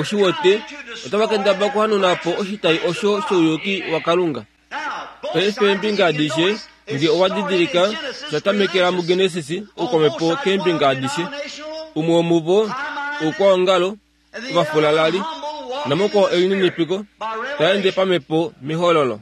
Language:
Kuanyama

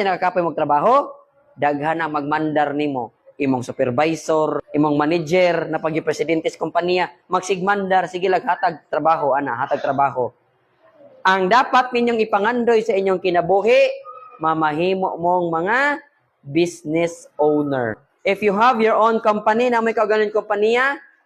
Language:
Cebuano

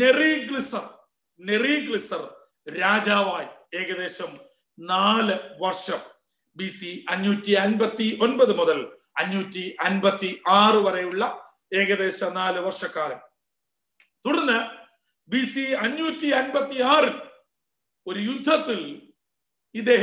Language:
Malayalam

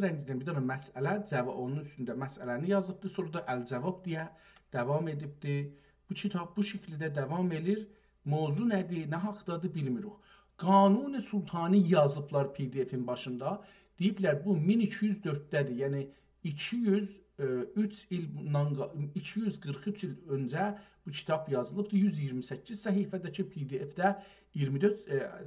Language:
South Azerbaijani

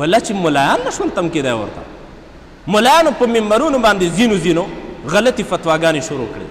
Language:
Pashto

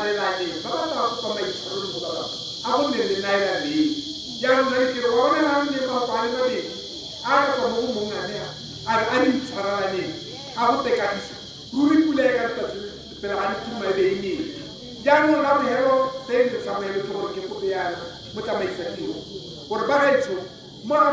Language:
Tswana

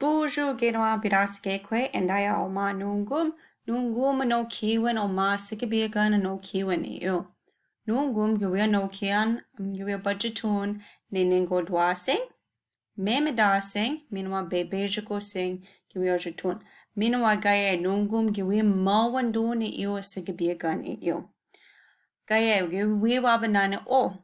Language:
Chippewa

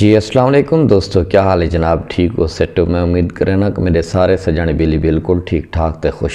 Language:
Saraiki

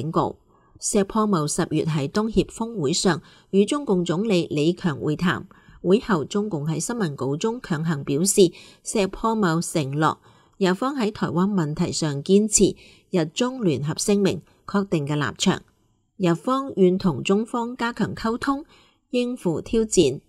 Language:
Cantonese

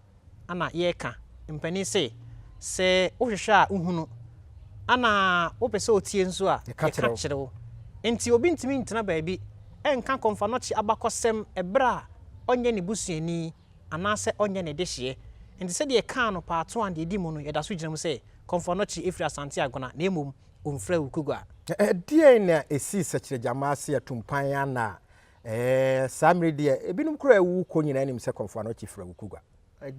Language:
Akan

